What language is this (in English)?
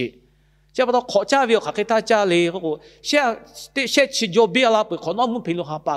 Lahu